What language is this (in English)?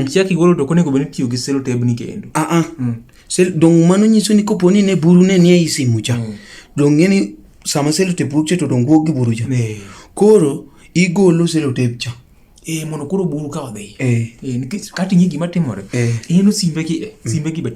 Luo (Kenya and Tanzania)